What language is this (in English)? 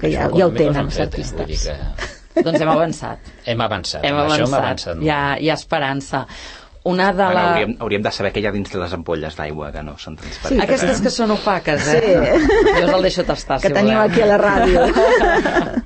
Catalan